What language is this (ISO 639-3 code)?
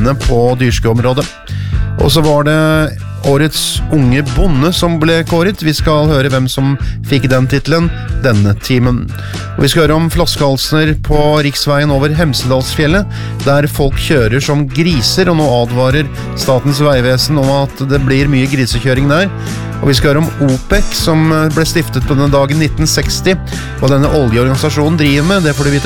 nor